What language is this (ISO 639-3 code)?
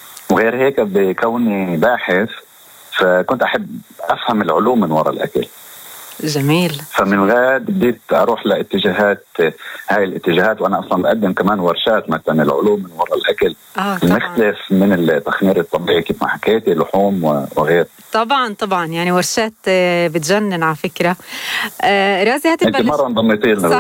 apc